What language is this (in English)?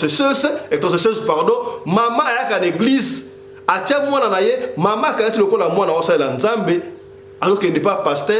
Lingala